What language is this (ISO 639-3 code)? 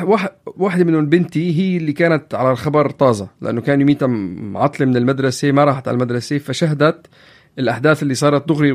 apc